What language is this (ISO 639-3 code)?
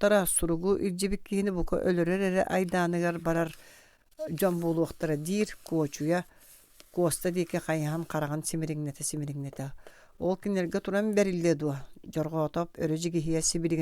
sah